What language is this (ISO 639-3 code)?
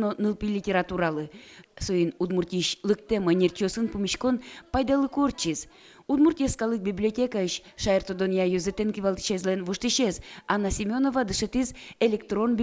udm